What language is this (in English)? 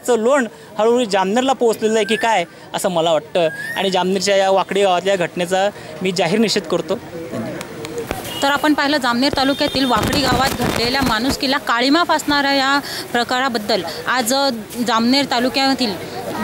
Marathi